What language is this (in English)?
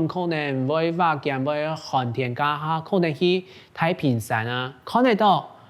Hakka Chinese